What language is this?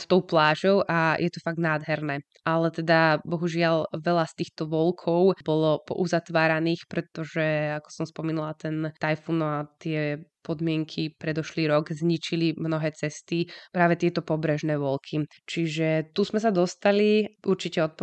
Slovak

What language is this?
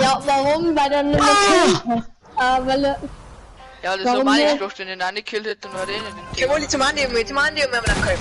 Bavarian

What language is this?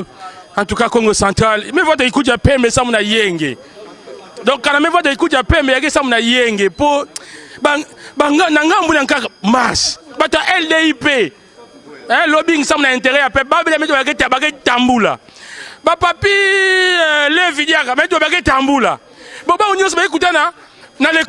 Lingala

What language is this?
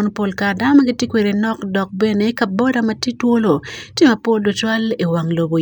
Acoli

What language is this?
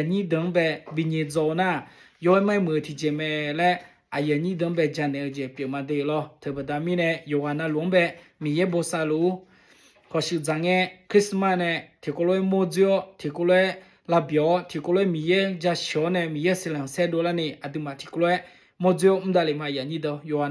Akha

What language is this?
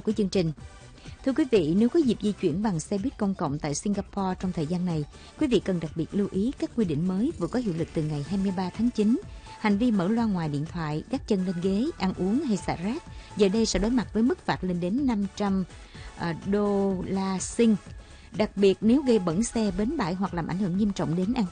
Vietnamese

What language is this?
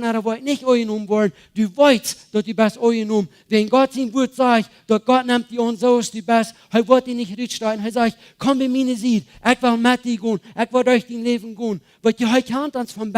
Plautdietsch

